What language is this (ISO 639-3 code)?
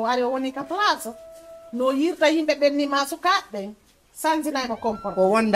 ful